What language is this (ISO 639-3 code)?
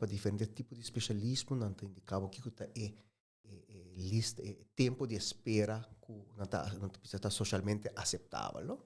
pap